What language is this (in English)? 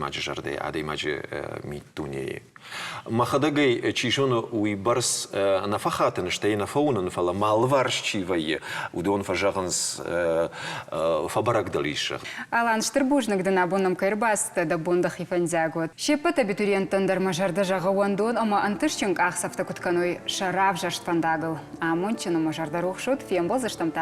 Ossetic